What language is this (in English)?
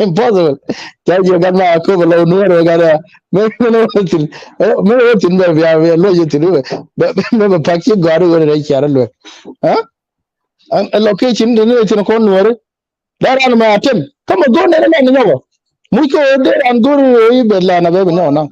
Nuer